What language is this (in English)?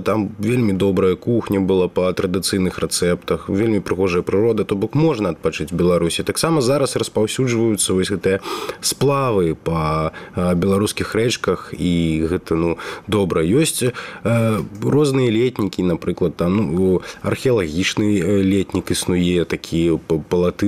Belarusian